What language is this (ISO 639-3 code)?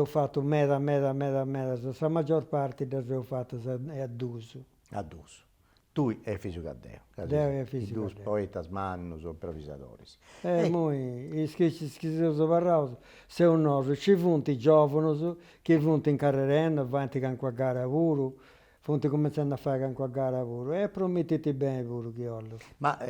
srd